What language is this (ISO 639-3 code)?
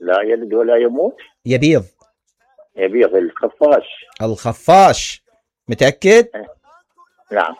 acm